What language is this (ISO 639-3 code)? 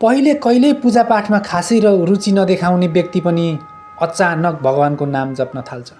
nep